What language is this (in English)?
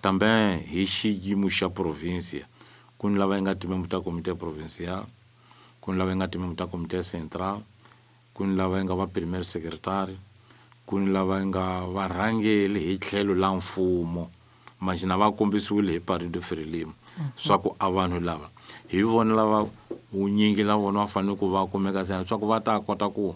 Tsonga